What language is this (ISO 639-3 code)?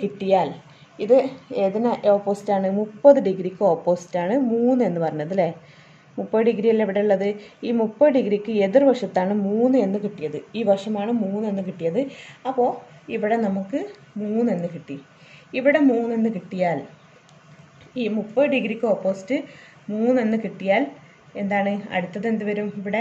mal